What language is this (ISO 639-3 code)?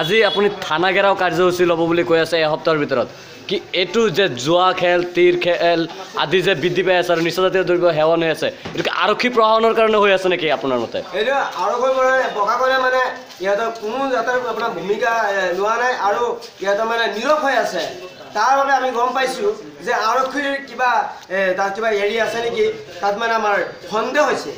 asm